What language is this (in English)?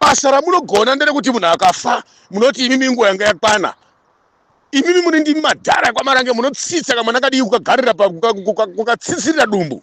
Shona